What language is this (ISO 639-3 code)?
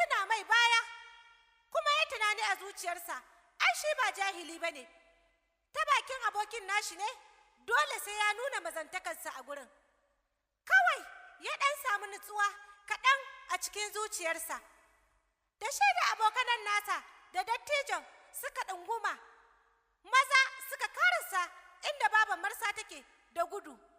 hau